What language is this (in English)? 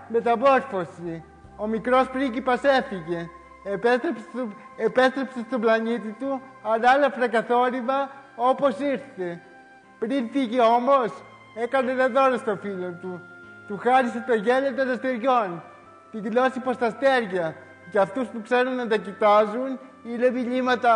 Greek